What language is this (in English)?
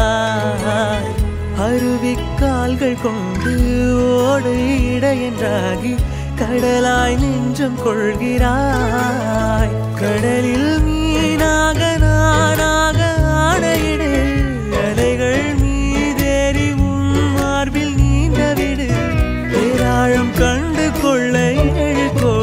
Tamil